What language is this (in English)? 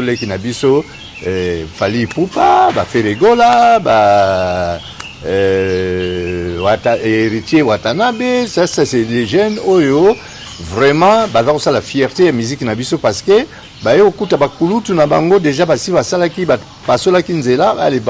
Lingala